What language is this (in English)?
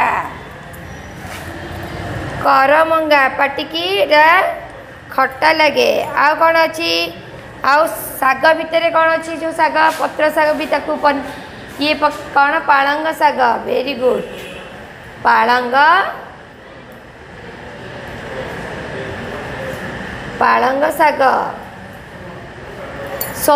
Odia